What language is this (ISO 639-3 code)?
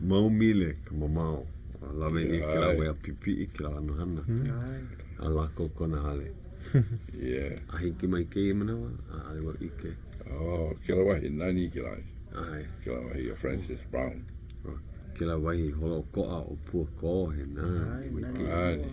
haw